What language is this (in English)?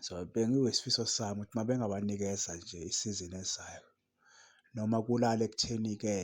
Zulu